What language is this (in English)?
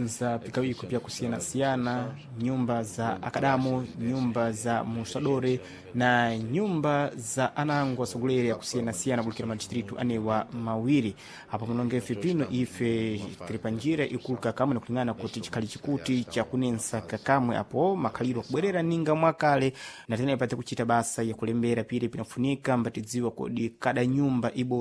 Sena